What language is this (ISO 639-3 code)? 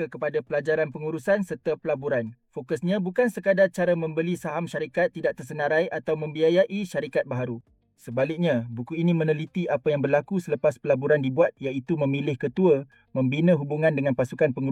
msa